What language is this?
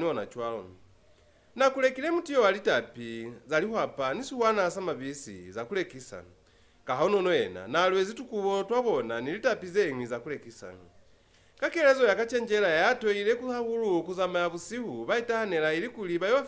Lozi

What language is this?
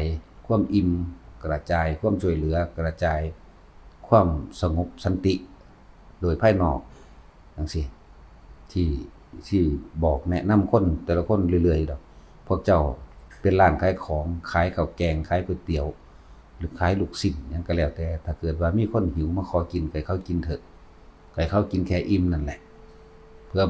Northeastern Thai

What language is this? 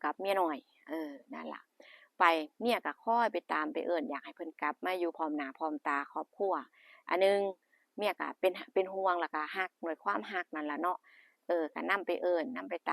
Northeastern Thai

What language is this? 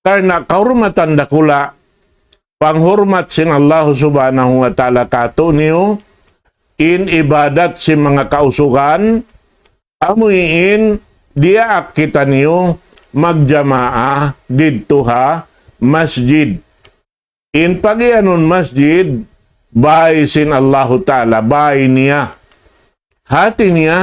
Tausug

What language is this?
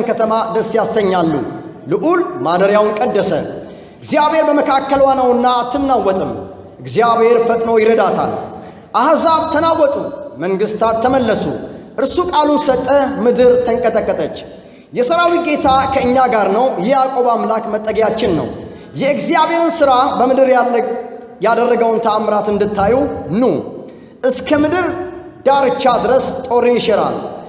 Amharic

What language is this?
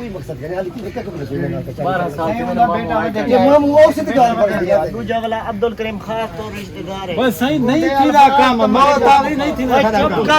Saraiki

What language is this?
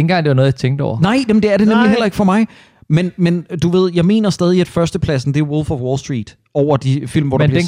Danish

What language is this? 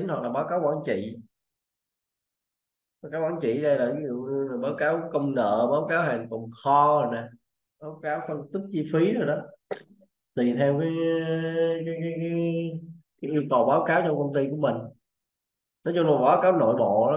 Vietnamese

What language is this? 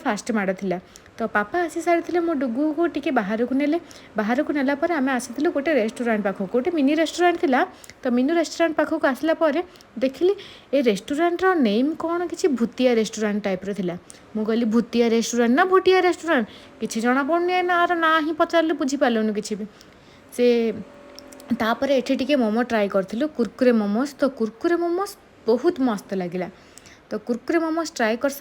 Odia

